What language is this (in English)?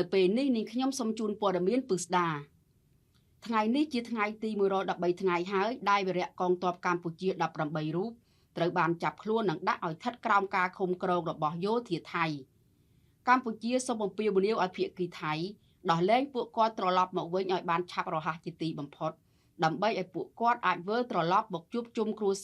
Khmer